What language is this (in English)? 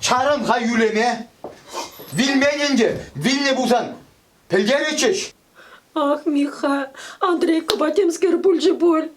Chuvash